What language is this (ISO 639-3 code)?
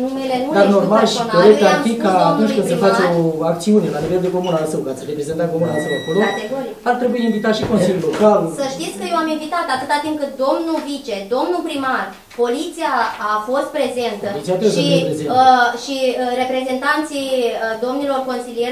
ron